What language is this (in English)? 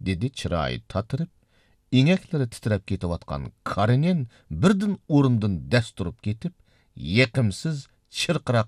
Uyghur